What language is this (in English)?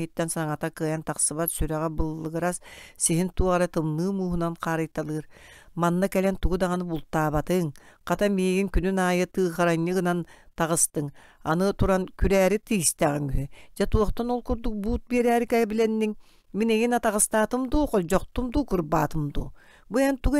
Yakut